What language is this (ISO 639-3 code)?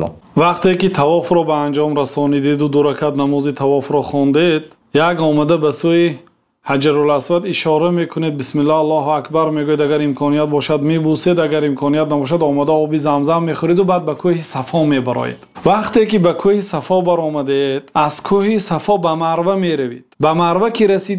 tgk